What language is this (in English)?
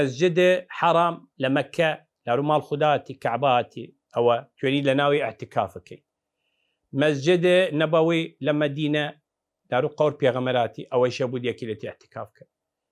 Southern Kurdish